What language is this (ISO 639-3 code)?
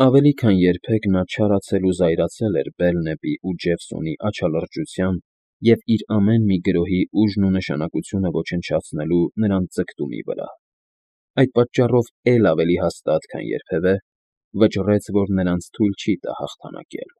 hye